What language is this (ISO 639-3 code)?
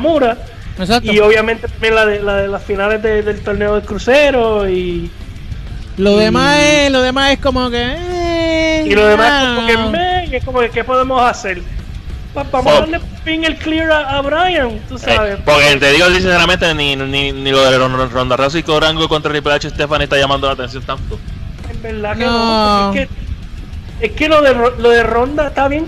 spa